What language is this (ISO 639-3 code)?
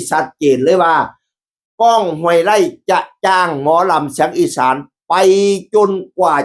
tts